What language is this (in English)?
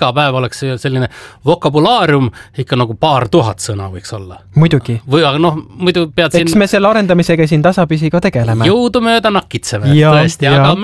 Estonian